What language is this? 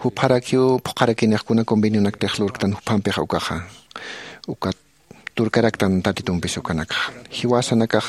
Aymara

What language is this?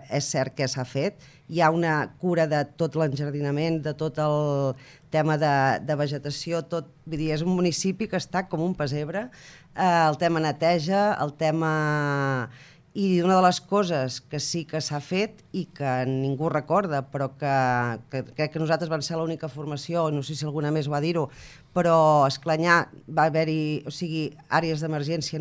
Catalan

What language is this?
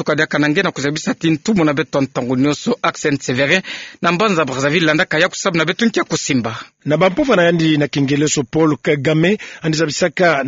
Kituba (Democratic Republic of Congo)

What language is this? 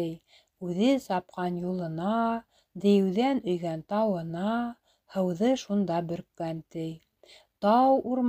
Bashkir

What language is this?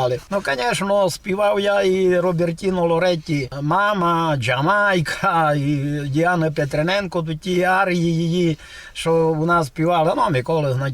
Rusyn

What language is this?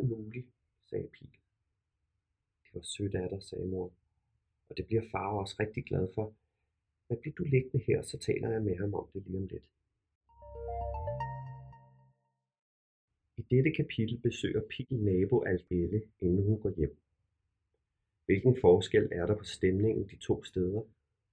Danish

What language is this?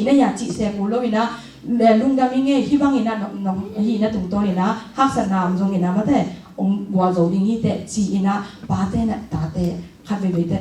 Tedim Chin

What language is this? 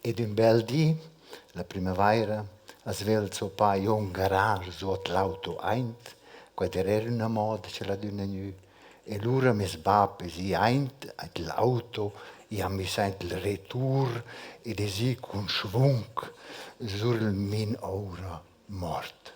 Romansh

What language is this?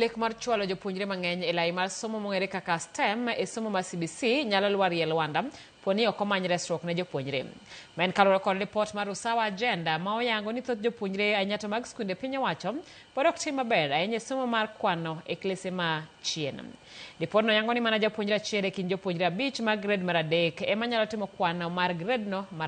Luo (Kenya and Tanzania)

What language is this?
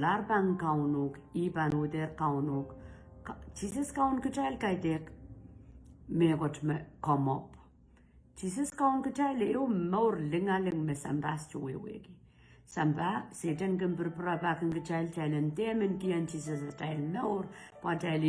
Pohnpeian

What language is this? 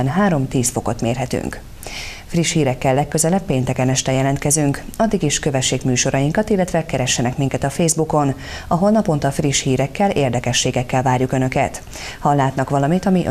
Hungarian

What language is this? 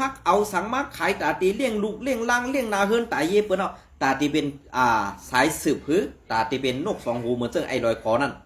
Shan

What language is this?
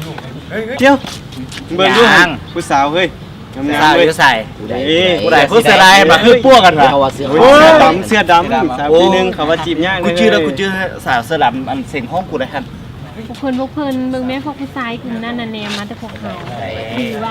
Lao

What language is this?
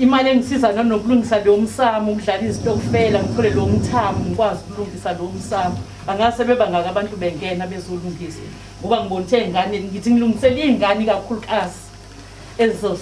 Zulu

